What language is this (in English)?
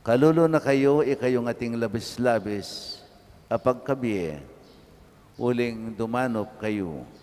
Pampanga